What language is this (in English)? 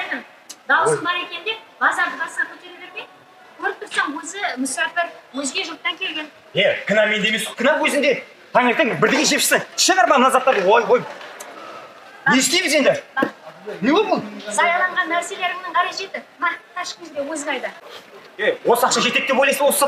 Kazakh